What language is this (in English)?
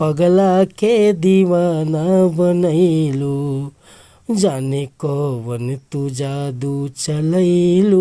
Bhojpuri